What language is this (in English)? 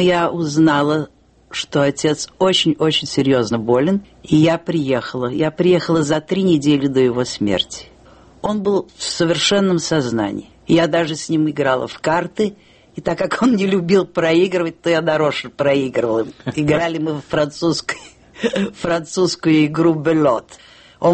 Russian